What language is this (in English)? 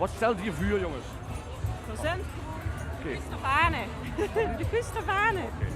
Limburgish